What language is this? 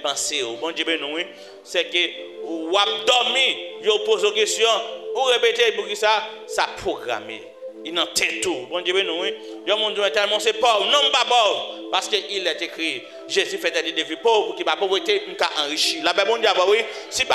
Haitian Creole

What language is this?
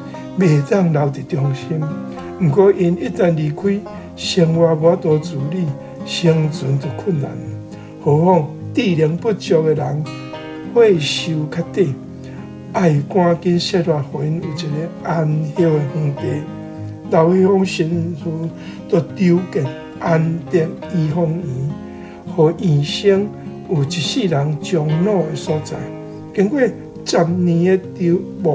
Min Nan Chinese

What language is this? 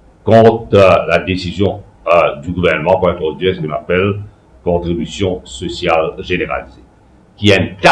Morisyen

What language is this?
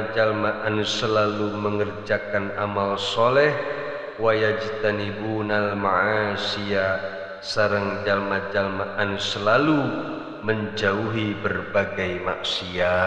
Sundanese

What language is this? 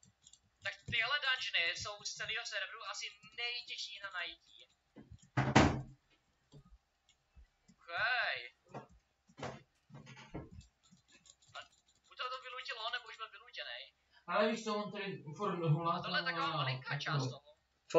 Czech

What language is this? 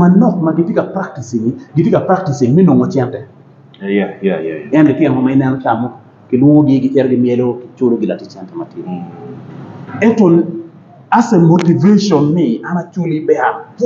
Acoli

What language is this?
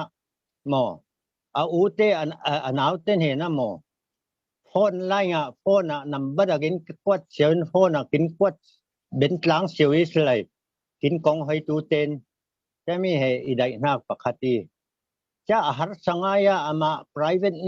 Falam Chin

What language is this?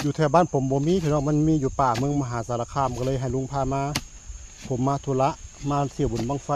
Northeastern Thai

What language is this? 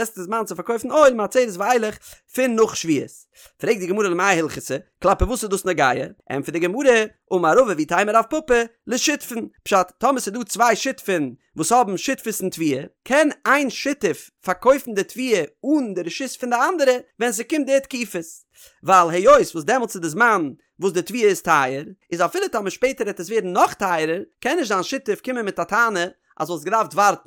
Yiddish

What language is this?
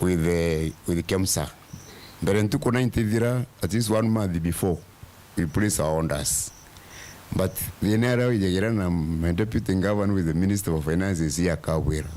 Meru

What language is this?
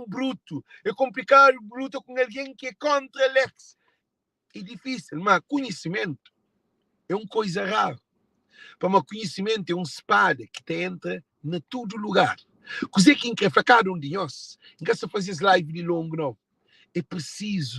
Kabuverdianu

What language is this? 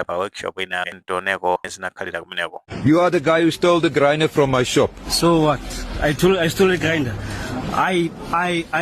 Nyanja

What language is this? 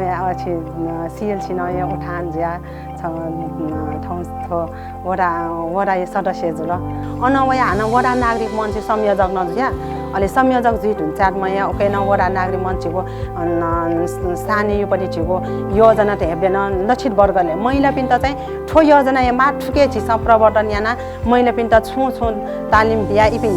Newari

